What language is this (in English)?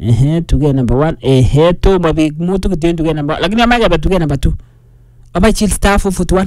Swahili